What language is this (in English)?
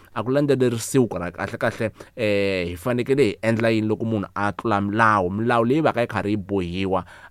Tsonga